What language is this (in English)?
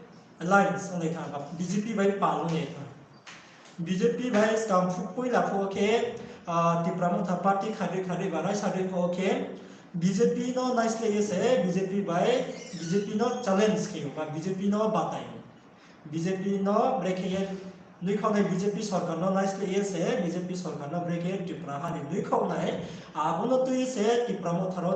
Riang (India)